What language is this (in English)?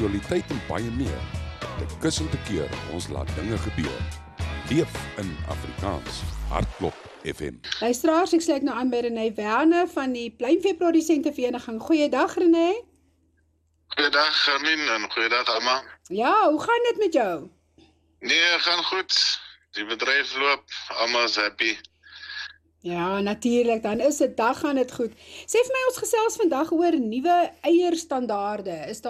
Afrikaans